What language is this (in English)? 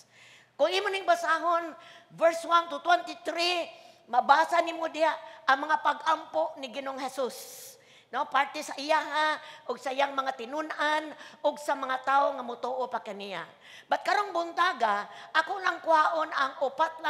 Cebuano